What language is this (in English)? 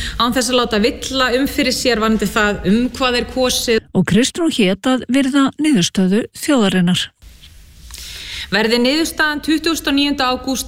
Icelandic